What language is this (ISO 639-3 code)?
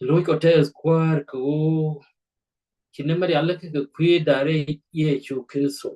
nus